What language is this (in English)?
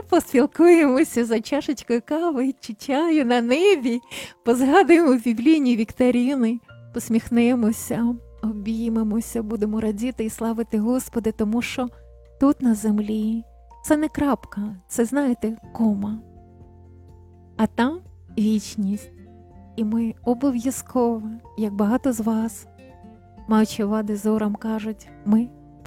Ukrainian